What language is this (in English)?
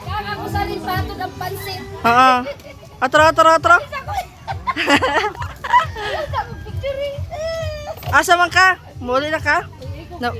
Cebuano